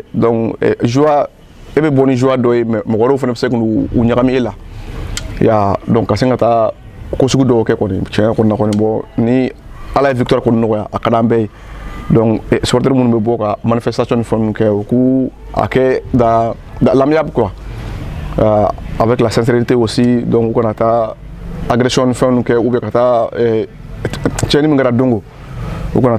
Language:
Bambara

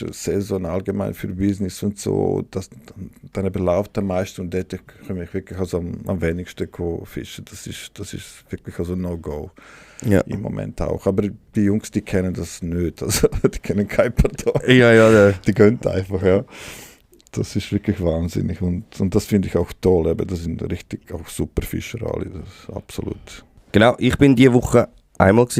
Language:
Swiss German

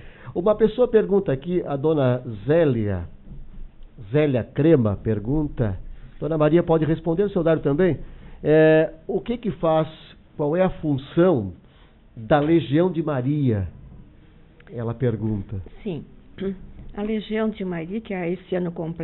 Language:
Portuguese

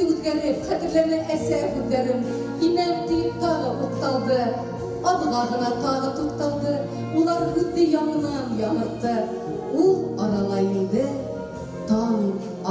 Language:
Bashkir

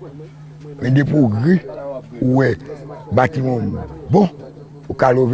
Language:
Haitian Creole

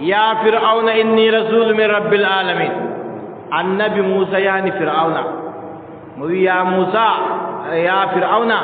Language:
Adamawa Fulfulde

